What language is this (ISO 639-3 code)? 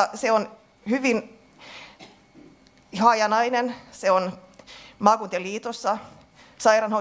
fin